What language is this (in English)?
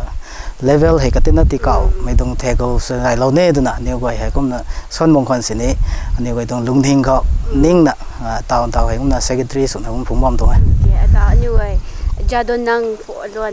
Rongmei Naga